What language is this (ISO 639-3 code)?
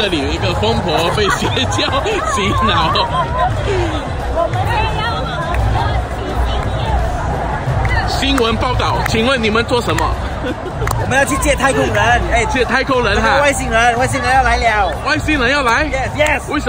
zho